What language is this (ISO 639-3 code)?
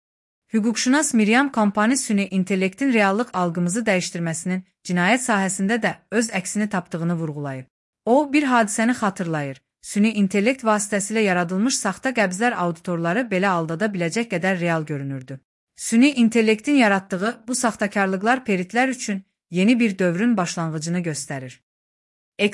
aze